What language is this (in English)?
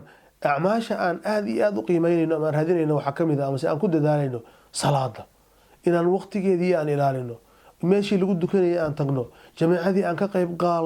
Somali